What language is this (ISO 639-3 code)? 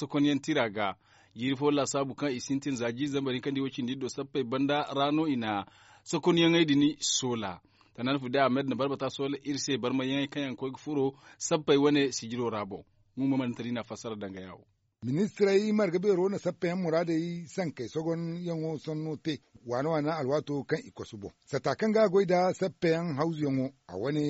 dje